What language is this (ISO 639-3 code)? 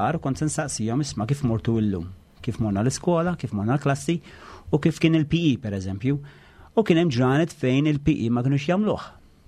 mlt